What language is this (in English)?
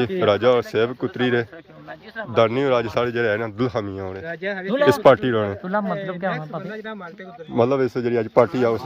Pahari-Potwari